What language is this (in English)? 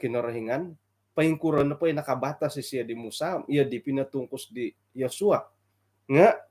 Central Dusun